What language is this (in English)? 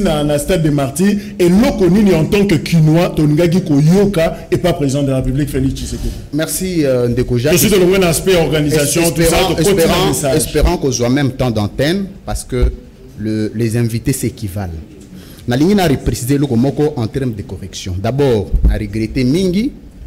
French